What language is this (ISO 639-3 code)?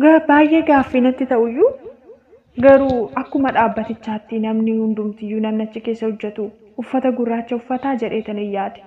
orm